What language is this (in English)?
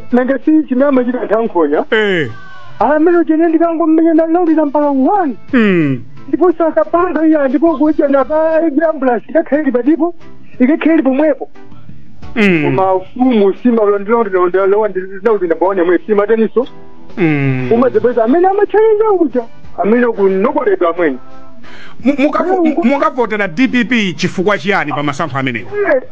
Nyanja